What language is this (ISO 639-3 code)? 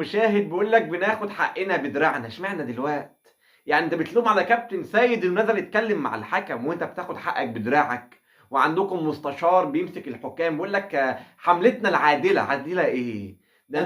arz